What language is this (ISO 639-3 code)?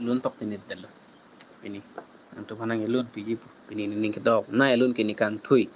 mjw